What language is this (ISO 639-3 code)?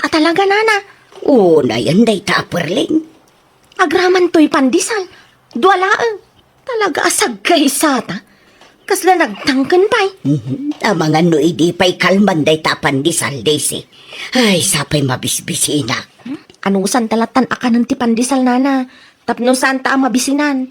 ilo